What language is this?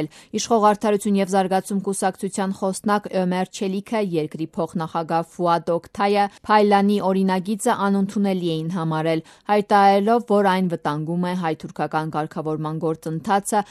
Armenian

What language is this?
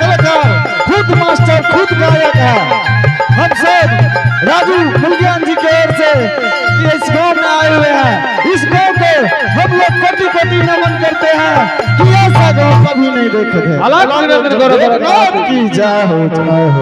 Angika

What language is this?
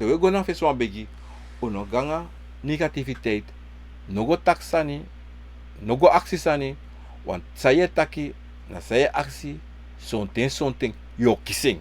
Sranan Tongo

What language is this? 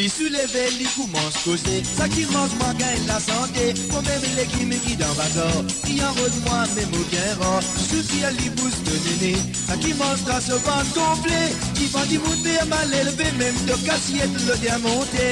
Morisyen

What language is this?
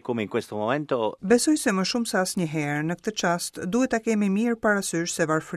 Albanian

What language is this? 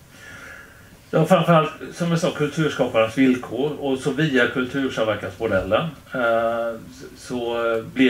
Swedish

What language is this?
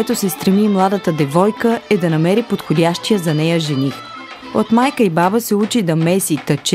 Bulgarian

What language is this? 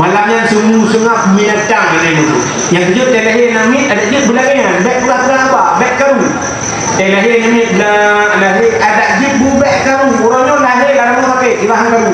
Achinese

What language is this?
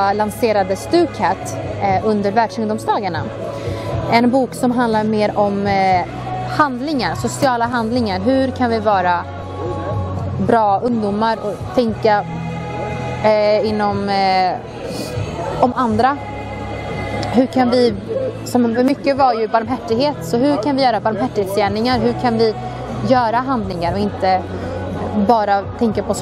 Swedish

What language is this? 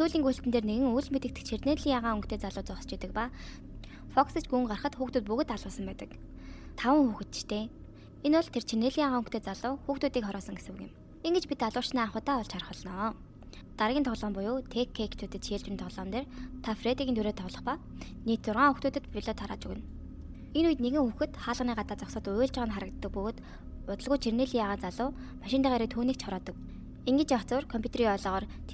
Mongolian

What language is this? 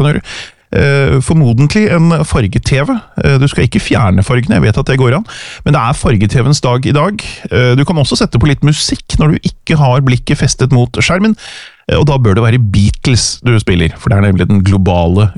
Norwegian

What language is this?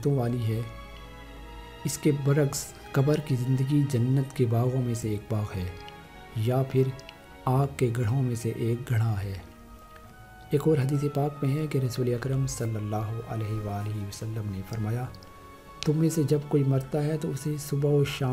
Urdu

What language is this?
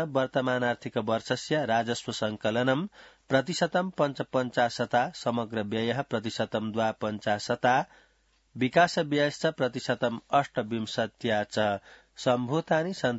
Sanskrit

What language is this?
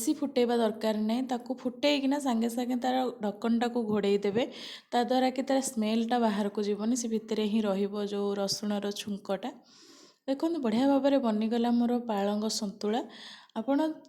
Odia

